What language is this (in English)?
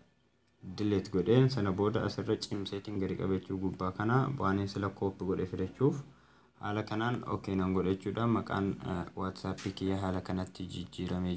Oromo